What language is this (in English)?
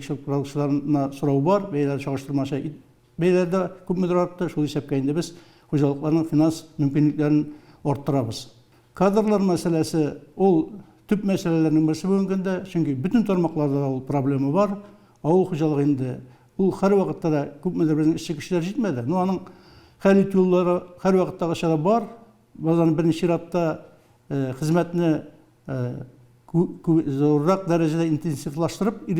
Tatar